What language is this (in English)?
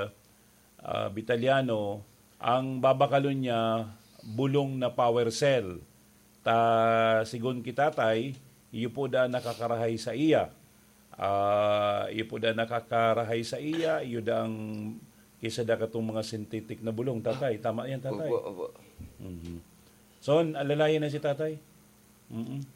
Bikol